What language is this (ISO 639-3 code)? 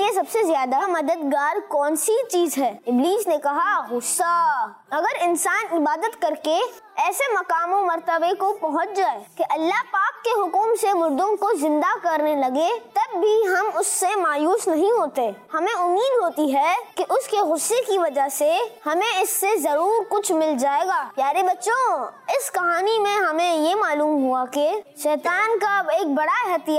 urd